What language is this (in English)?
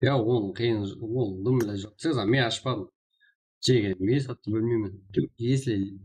Kara-Kalpak